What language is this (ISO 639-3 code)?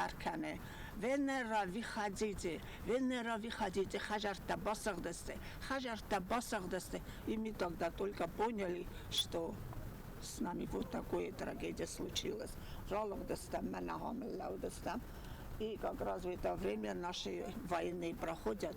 oss